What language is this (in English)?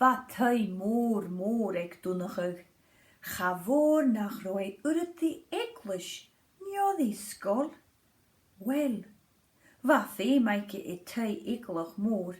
Scottish Gaelic